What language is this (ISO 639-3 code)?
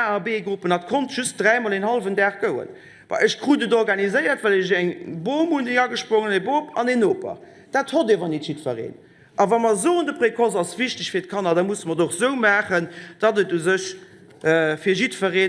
ltz